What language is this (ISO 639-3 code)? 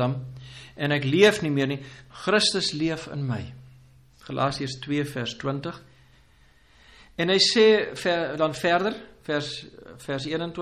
afr